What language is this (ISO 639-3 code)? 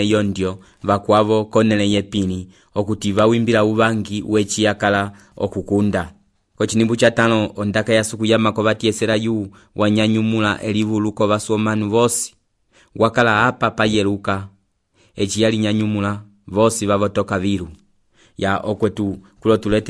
umb